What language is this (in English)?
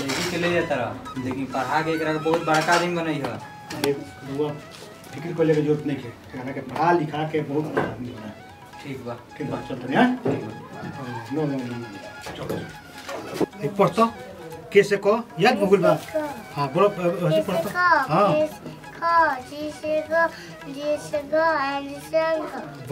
Bhojpuri